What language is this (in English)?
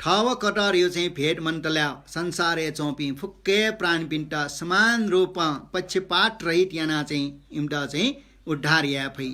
Newari